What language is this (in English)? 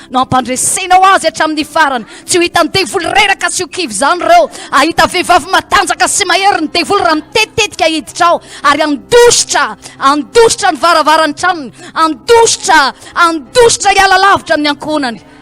Malagasy